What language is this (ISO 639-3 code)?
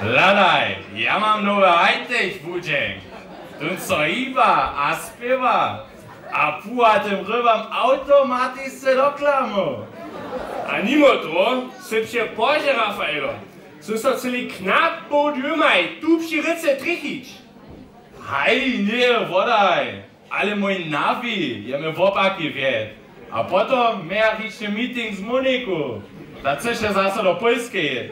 hsb